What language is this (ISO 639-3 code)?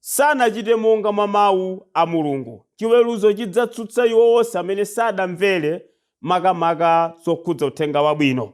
nya